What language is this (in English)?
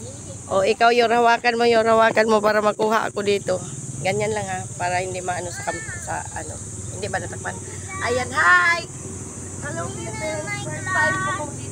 Filipino